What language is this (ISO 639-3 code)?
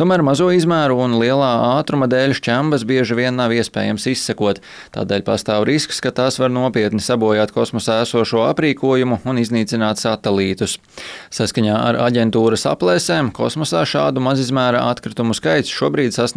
lav